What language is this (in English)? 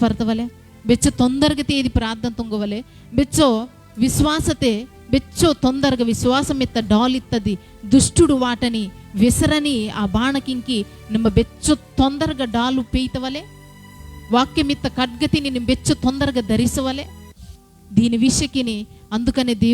Koya